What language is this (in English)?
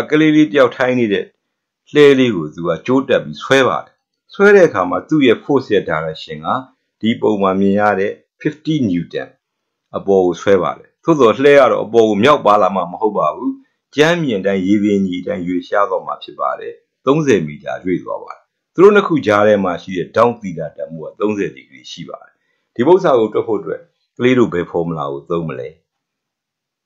Burmese